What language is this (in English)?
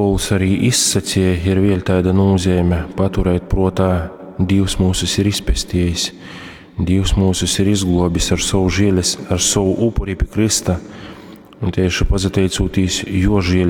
Latgalian